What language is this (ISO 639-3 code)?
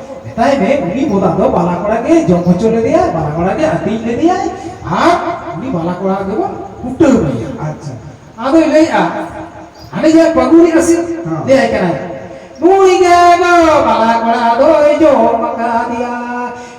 sat